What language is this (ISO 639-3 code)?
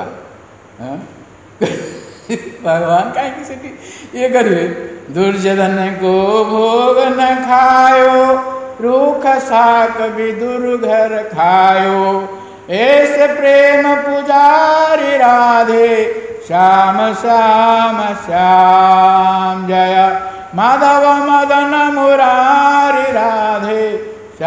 ori